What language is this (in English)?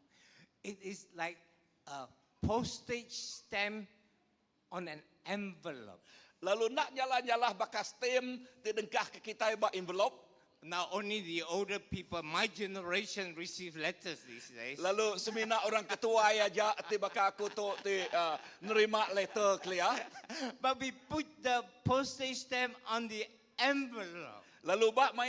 Iban